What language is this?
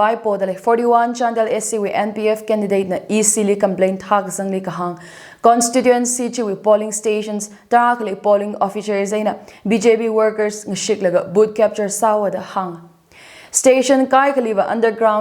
Tangkhul Naga (India)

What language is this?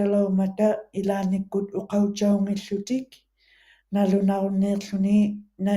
Western Canadian Inuktitut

